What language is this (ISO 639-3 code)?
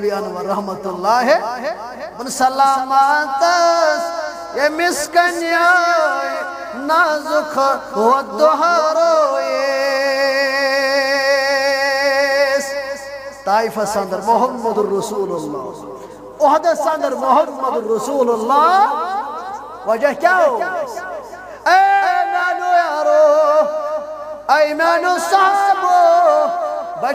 kas